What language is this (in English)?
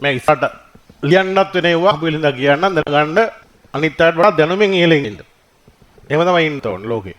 Sinhala